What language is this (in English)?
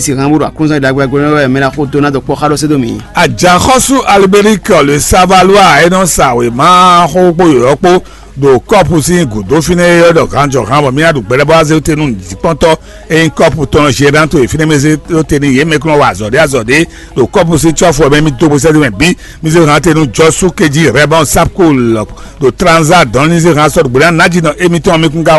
Fon